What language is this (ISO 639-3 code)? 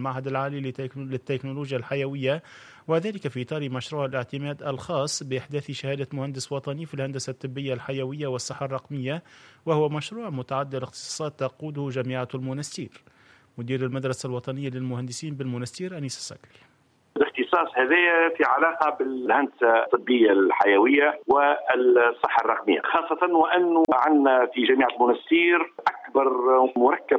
aeb